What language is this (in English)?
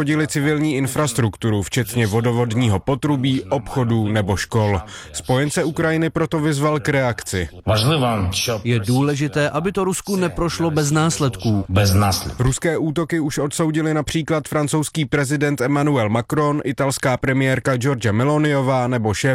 Czech